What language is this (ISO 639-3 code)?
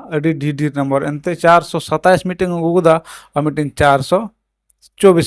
sat